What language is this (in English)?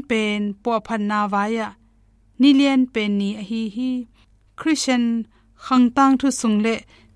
Tedim Chin